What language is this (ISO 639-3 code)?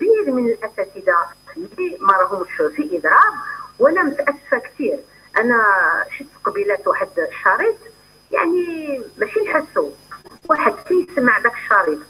arq